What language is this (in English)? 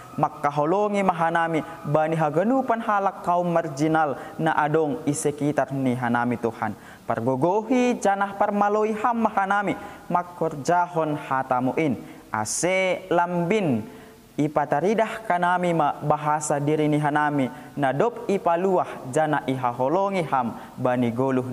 Batak Simalungun